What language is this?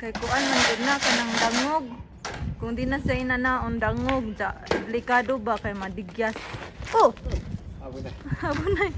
Cebuano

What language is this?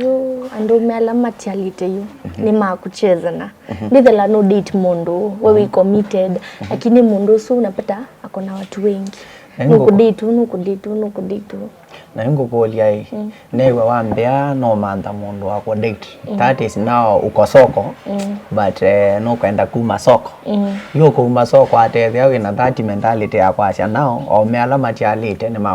Kamba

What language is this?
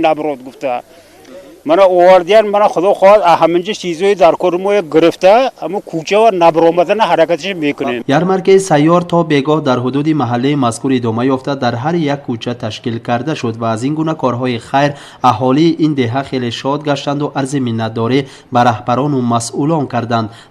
Tajik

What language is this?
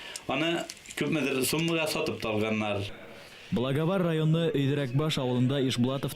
Bashkir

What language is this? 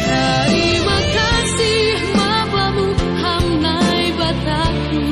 Batak Simalungun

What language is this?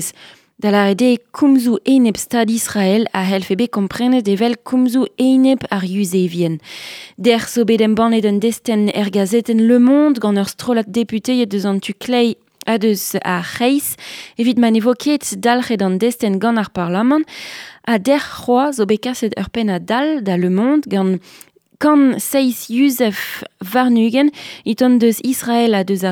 Breton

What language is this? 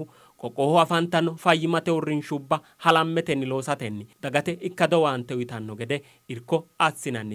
Sidamo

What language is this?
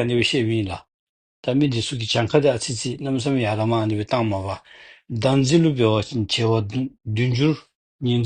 Dzongkha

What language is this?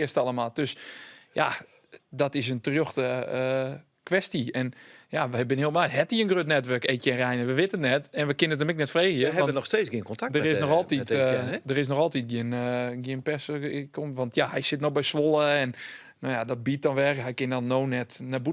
Western Frisian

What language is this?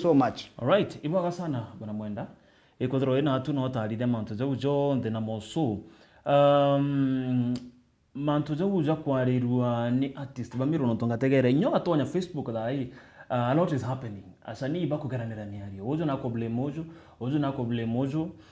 Meru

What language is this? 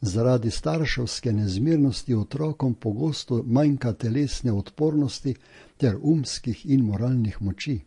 Slovenian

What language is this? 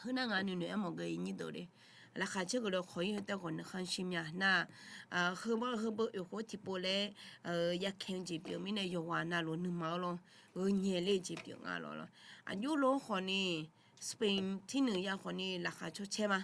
Akha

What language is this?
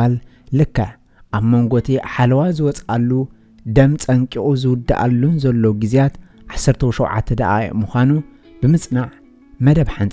Tigrinya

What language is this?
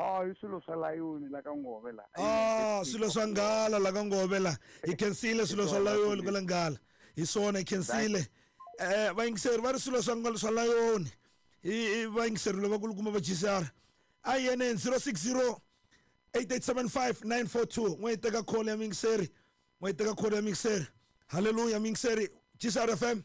Tsonga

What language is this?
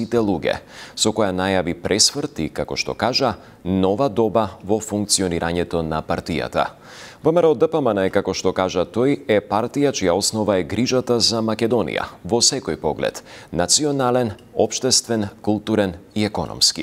Macedonian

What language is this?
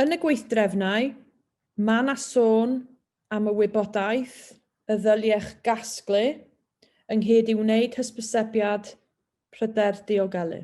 Welsh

